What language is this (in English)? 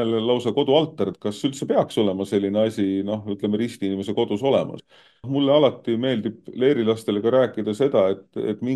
Estonian